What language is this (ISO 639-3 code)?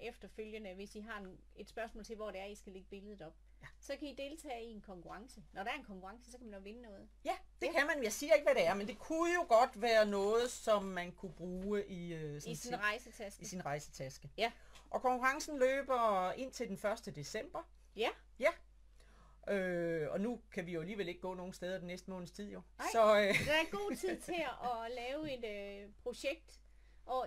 dan